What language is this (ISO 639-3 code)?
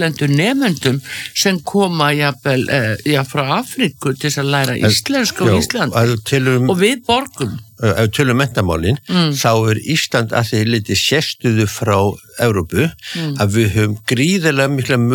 isl